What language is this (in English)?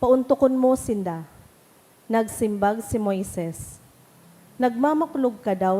Bikol